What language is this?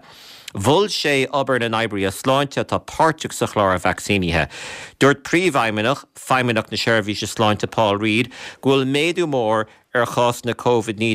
Irish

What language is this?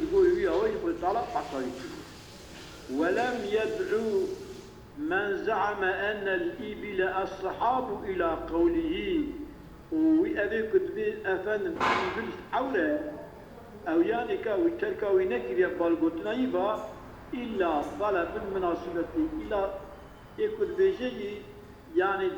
Kurdish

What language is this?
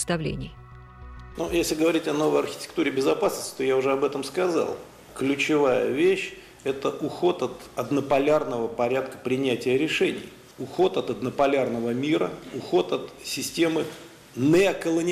Russian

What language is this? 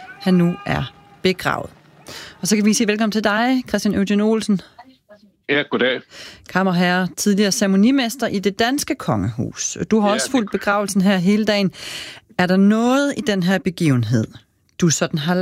Danish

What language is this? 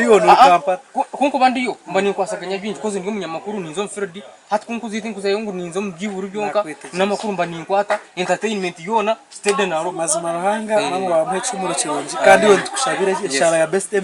Nyankole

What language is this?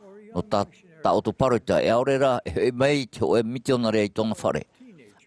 Tahitian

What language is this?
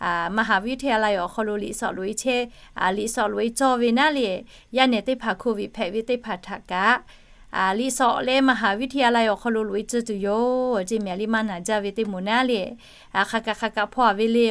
Lahu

